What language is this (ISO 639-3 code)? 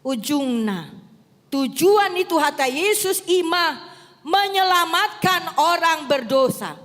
bbc